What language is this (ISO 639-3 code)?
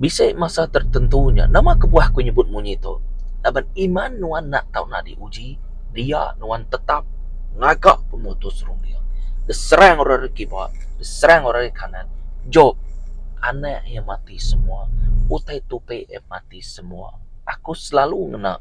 iba